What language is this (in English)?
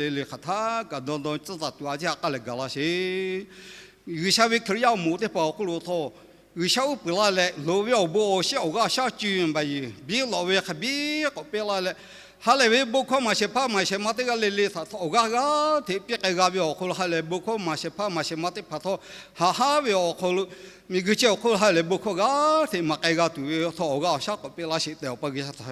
Lahu